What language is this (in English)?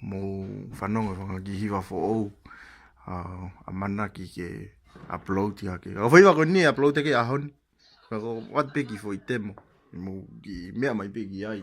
Tongan